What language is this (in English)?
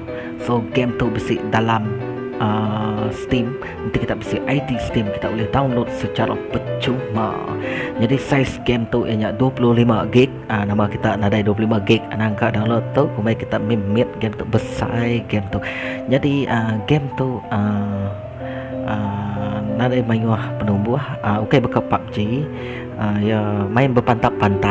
Iban